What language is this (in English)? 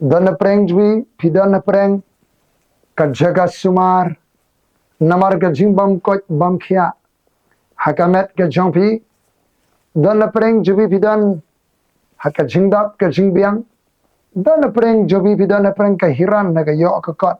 Khasi